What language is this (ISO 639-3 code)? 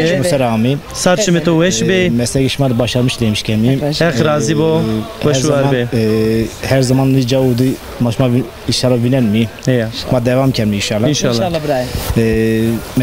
zza